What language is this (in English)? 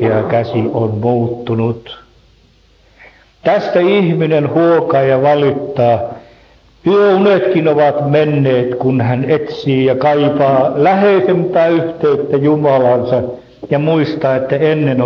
Finnish